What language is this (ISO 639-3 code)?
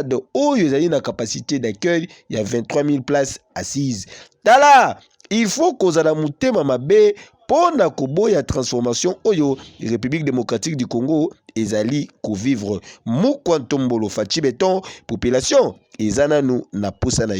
lin